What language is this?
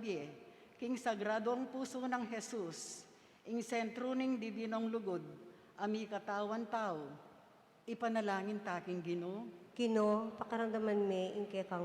Pampanga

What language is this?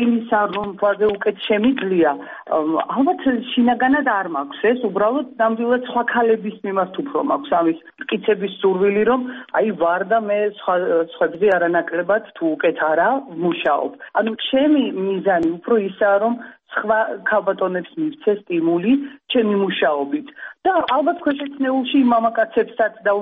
Georgian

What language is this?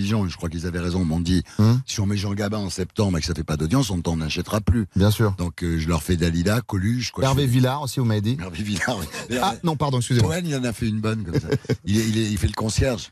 French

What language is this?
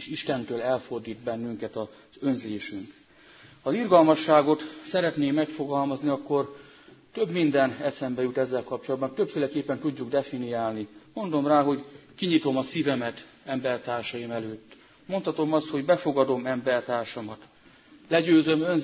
Hungarian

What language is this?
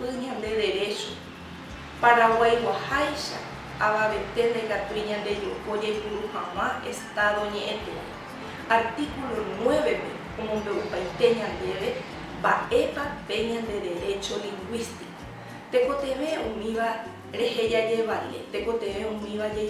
Guarani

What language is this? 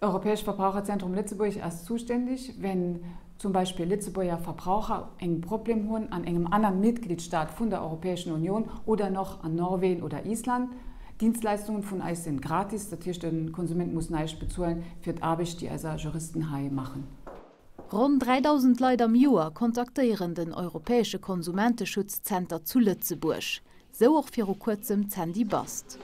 Luxembourgish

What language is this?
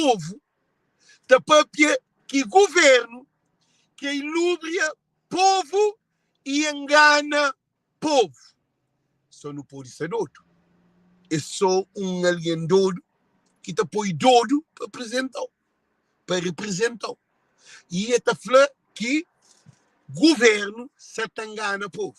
Kabuverdianu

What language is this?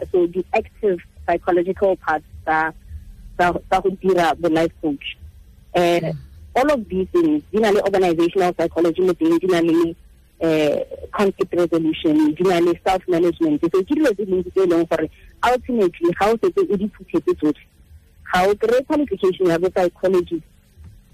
Tswana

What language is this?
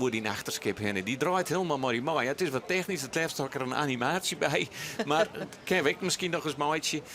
Western Frisian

